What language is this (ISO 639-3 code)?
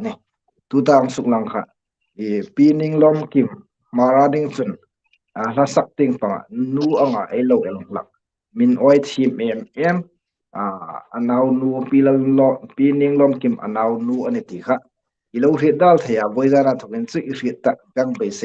hmr